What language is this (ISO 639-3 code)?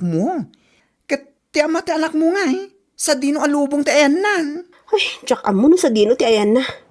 ilo